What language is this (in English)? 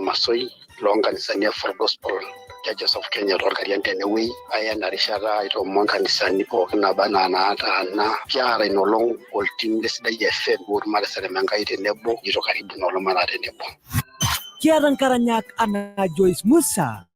Masai